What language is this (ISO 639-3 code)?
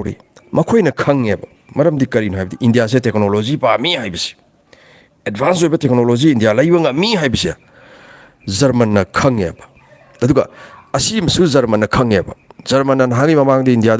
mni